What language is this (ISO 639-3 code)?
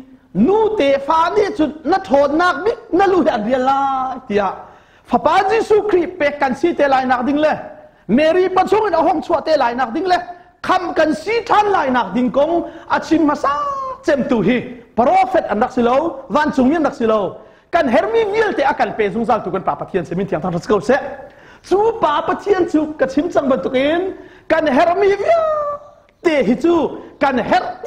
cnh